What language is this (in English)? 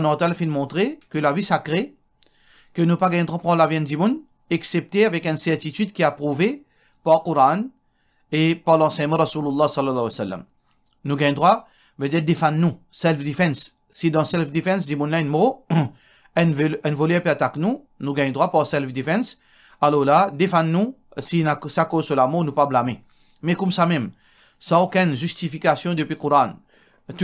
Morisyen